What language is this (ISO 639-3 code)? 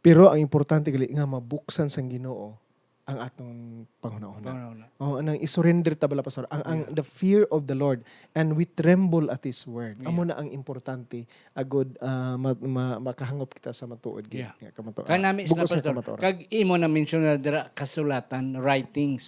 hil